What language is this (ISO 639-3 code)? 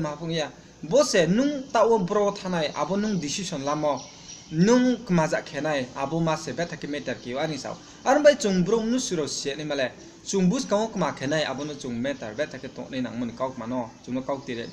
ria